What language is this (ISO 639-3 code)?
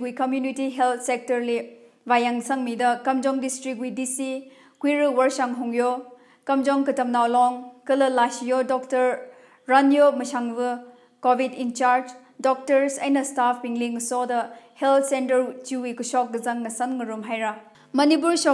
nmf